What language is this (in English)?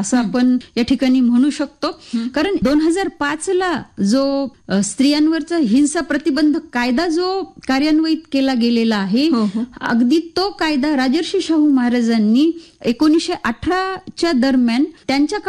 Marathi